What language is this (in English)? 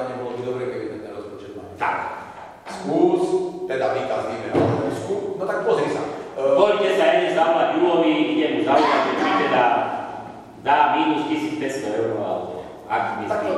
Slovak